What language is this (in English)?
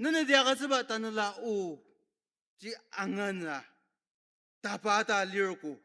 Ao Naga